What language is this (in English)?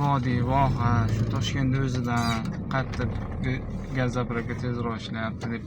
Uzbek